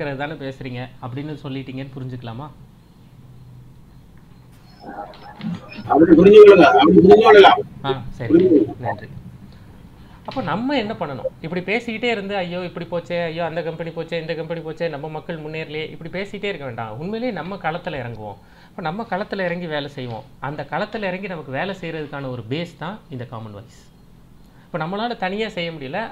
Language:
Tamil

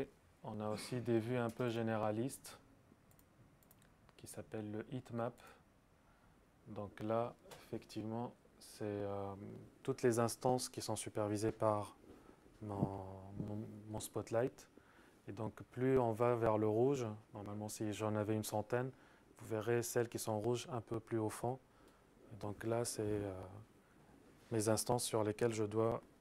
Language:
French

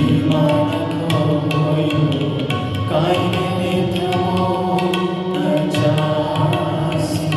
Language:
Manipuri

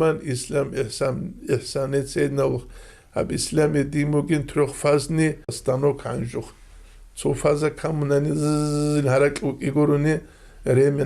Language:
Avaric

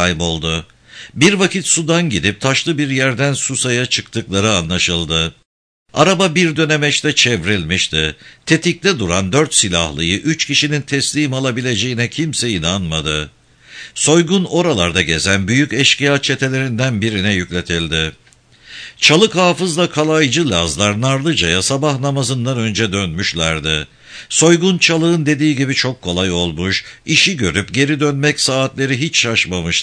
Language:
Turkish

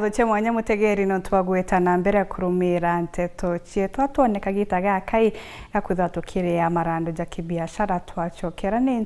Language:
Meru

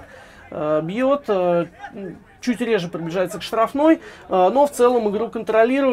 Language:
Russian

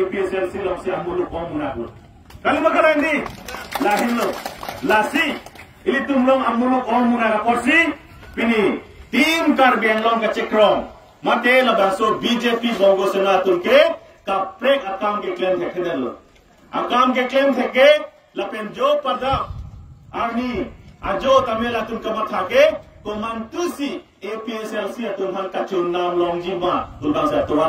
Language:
Karbi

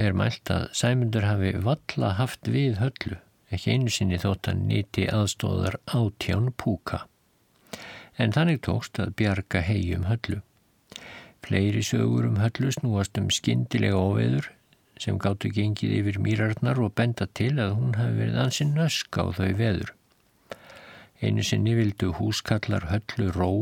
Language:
Icelandic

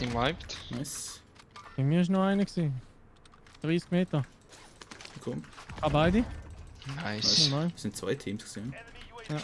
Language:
Swiss German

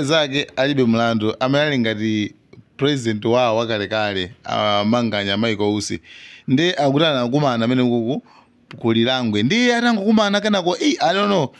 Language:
Nyanja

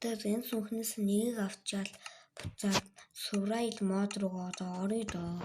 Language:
Mongolian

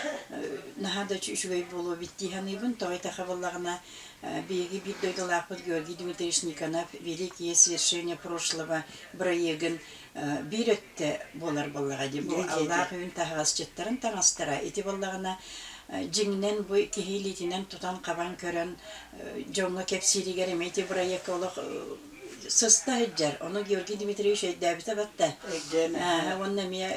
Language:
Yakut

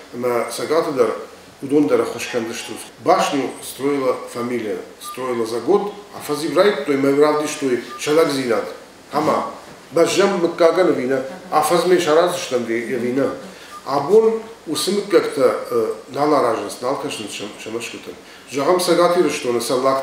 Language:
Ossetic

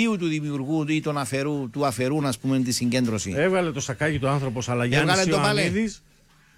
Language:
Greek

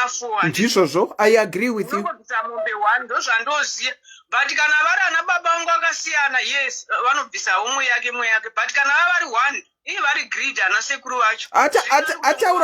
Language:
Shona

